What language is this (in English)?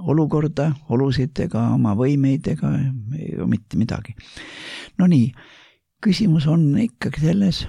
Estonian